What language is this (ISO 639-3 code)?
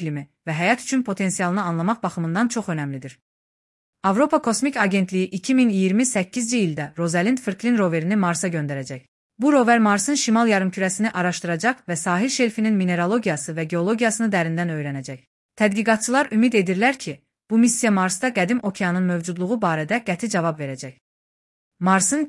aze